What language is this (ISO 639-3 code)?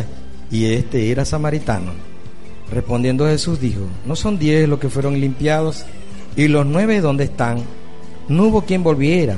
spa